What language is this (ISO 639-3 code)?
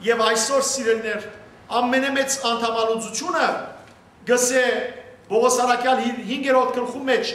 hyw